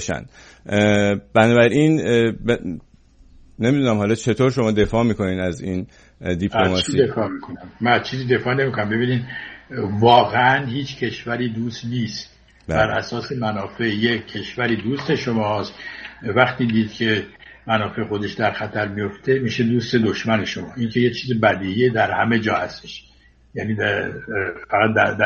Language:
Persian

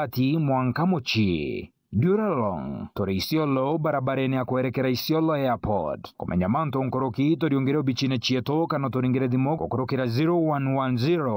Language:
Meru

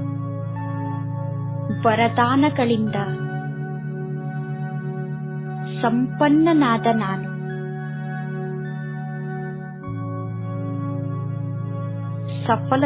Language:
Kannada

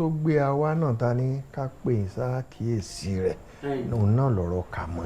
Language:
Yoruba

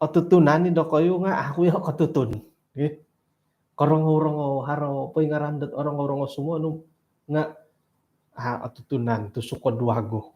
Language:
Central Dusun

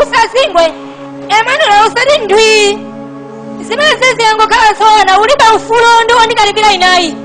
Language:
Nyanja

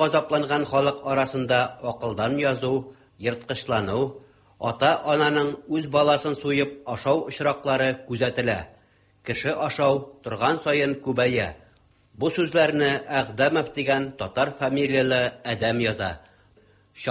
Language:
Tatar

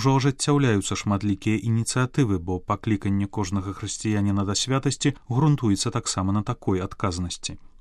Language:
Belarusian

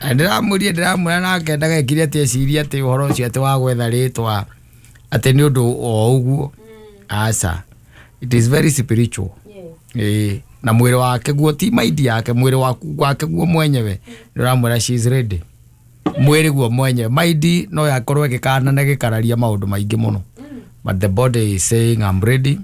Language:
Kikuyu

